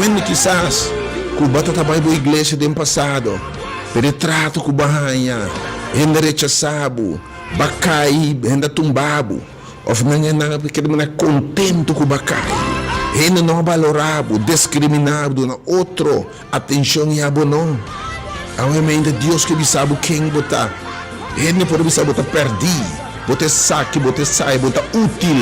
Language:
Papiamento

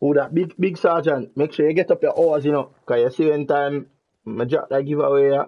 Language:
Jamaican Creole English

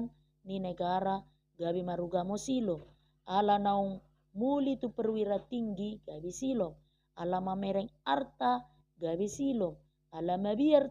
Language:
Batak Toba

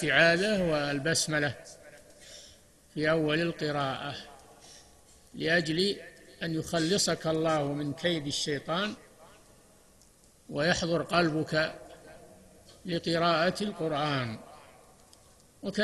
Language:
Arabic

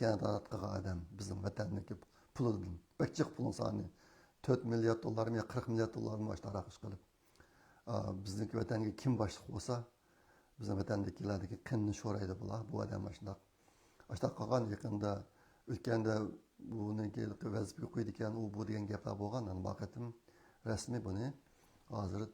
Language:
Uyghur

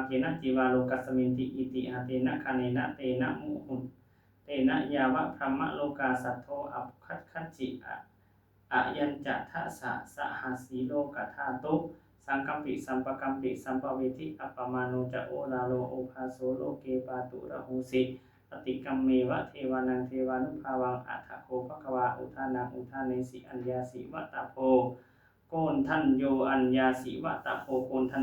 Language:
Pali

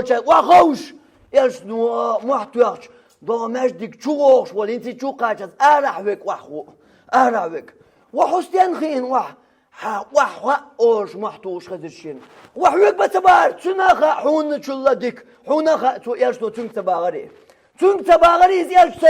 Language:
Chechen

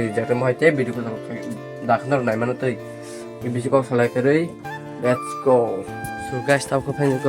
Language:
Kok Borok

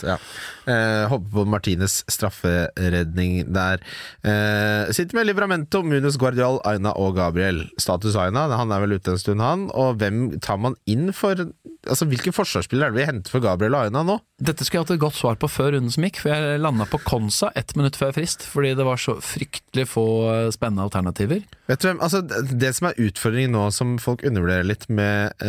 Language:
Norwegian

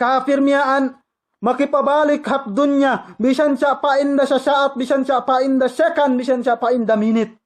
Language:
Yakan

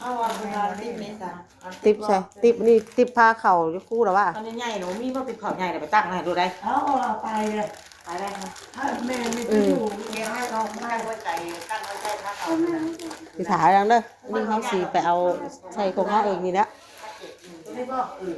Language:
Lao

